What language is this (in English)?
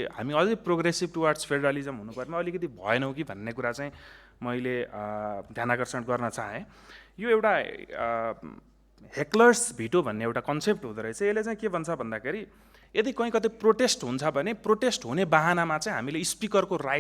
Nepali